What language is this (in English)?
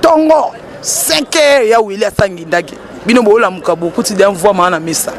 Lingala